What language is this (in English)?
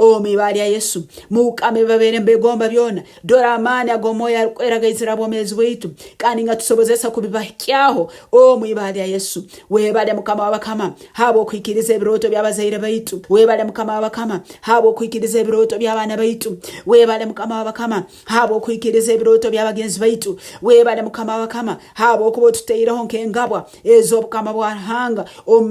Nyoro